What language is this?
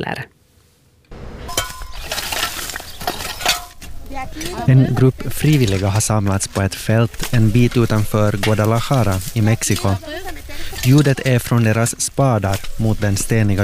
Swedish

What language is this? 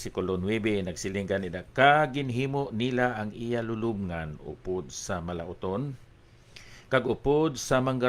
Hiligaynon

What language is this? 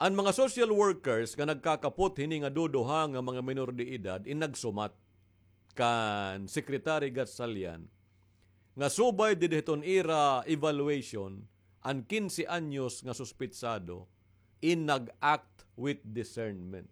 Waray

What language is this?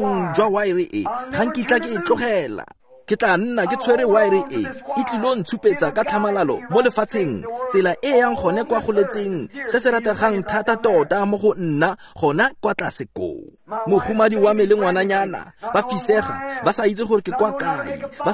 Tswana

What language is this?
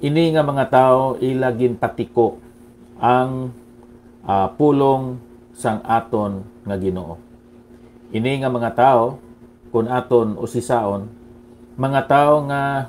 Hiligaynon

